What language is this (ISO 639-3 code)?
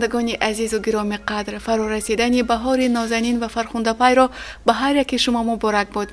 tgk